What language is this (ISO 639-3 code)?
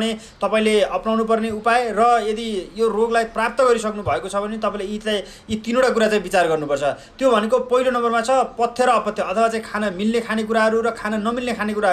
nep